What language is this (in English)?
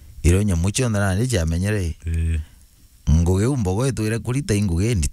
Meru